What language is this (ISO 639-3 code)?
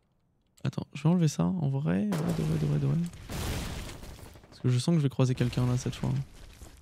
fra